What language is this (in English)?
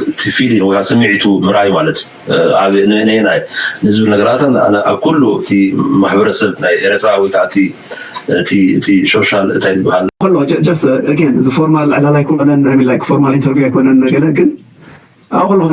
Tigrinya